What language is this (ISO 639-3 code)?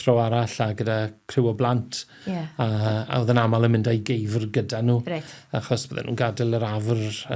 cym